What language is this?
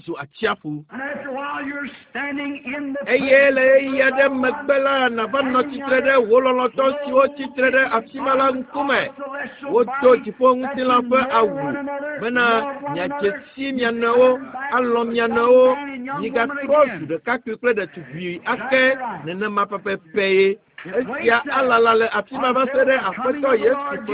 Ewe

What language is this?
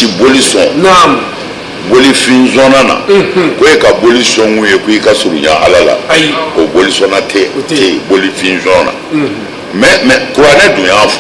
Bambara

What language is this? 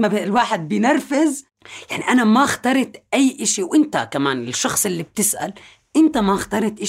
North Levantine Arabic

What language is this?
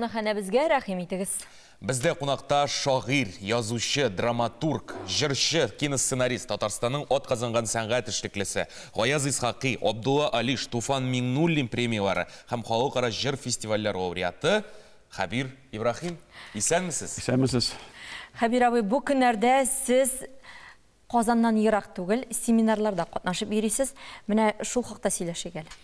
Tatar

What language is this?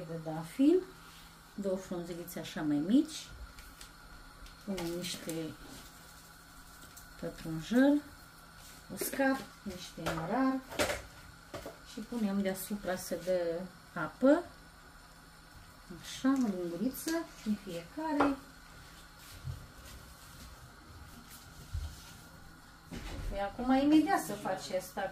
Romanian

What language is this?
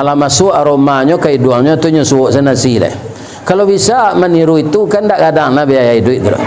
Minangkabau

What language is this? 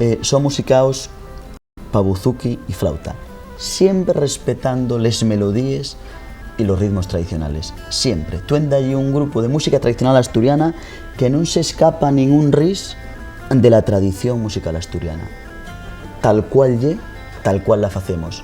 Asturian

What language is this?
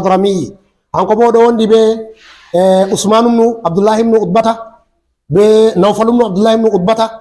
Fula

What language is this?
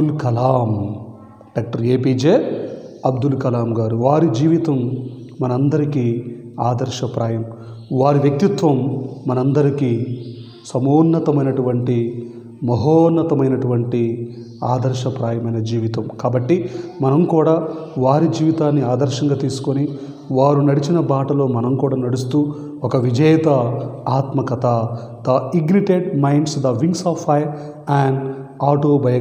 Telugu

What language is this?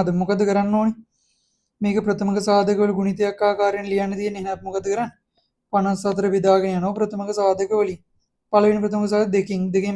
Sinhala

